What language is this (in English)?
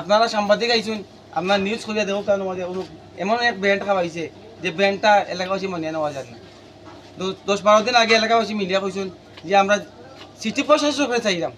Sylheti